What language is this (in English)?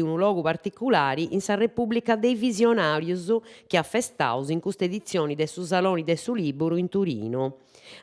Sardinian